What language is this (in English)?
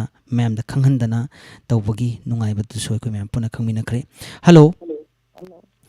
Manipuri